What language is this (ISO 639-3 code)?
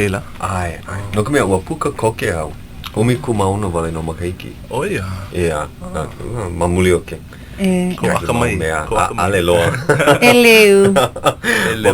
haw